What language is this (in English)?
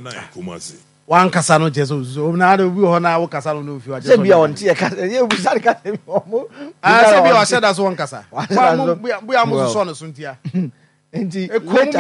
Akan